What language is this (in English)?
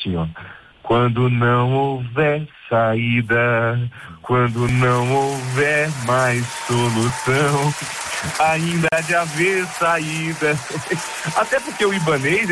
Portuguese